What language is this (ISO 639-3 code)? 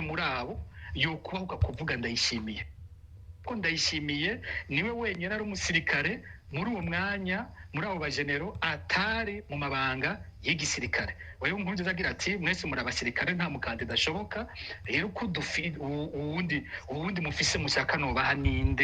run